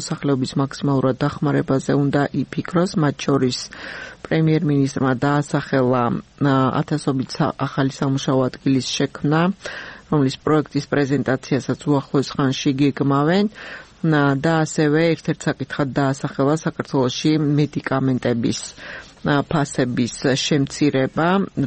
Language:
Georgian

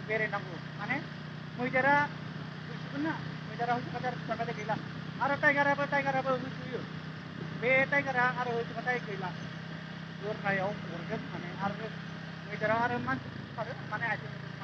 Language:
Bodo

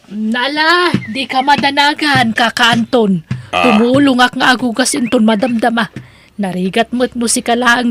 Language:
Iloko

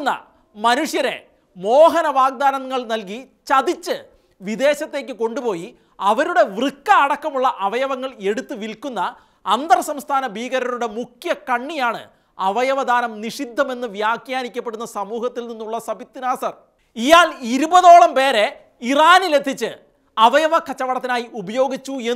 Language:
Malayalam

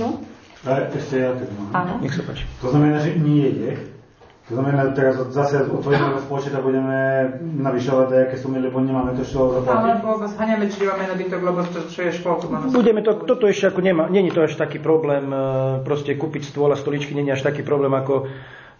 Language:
Slovak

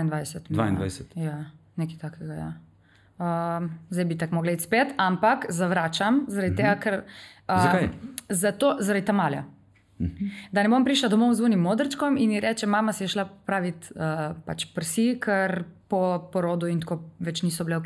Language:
Slovenian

